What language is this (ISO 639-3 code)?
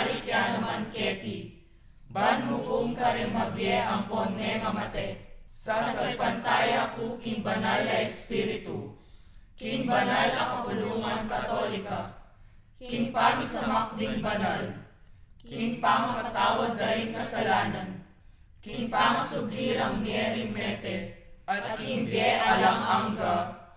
pam